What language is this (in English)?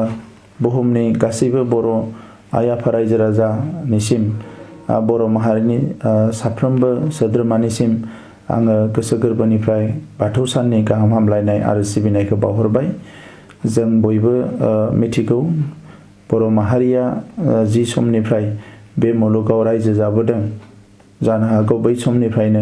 Bodo